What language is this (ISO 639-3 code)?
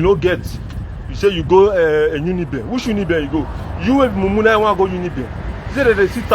pcm